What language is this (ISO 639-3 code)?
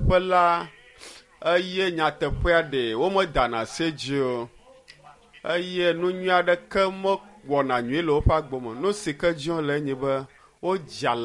ewe